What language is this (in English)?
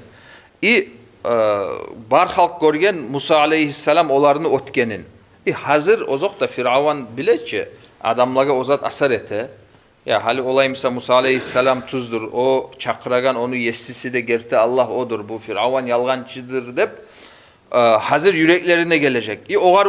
Kumyk